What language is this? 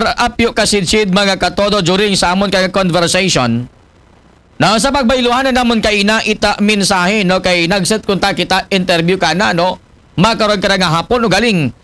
Aklanon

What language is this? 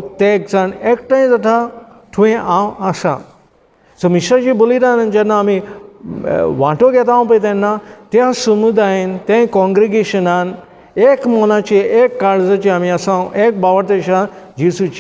Konkani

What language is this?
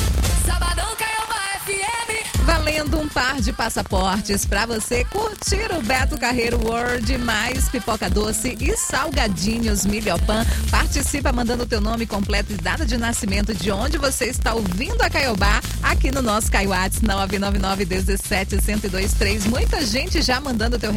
Portuguese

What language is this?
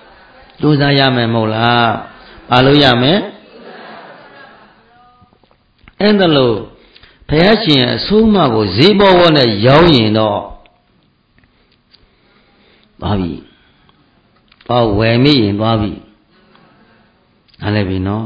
Burmese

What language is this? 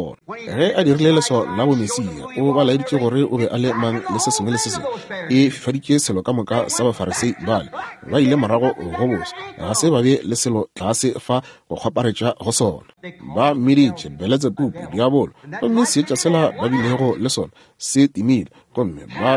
Northern Sotho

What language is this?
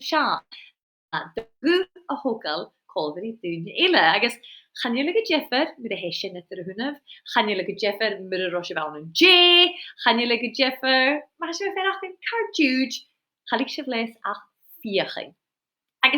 Scottish Gaelic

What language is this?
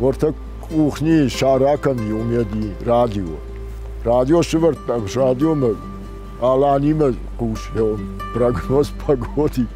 Ossetic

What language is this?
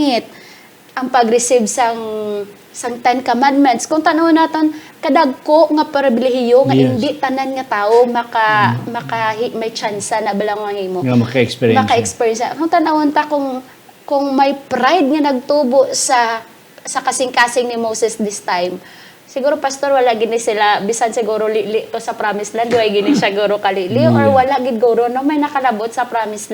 Hiligaynon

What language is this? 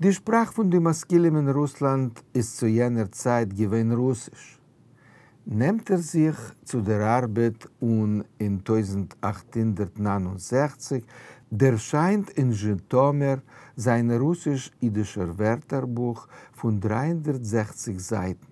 Yiddish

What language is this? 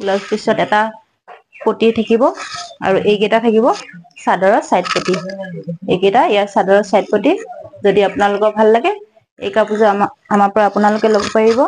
Assamese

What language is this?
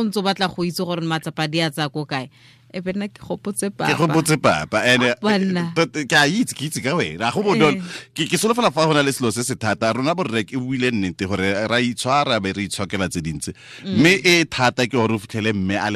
Tswana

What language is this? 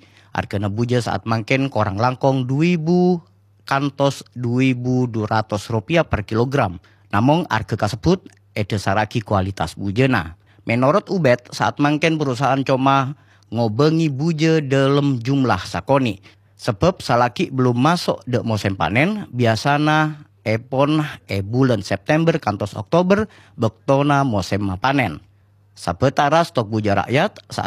Madurese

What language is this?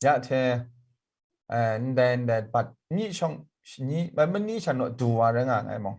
Kachin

